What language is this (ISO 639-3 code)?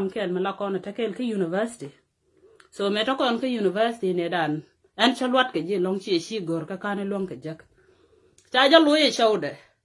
nus